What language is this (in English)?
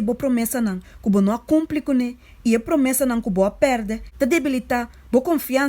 Papiamento